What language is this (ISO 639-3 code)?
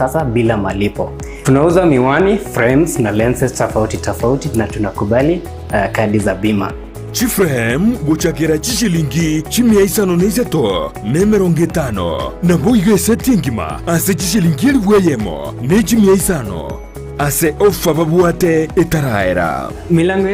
guz